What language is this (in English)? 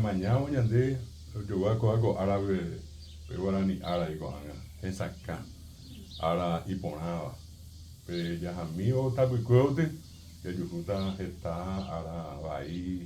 Guarani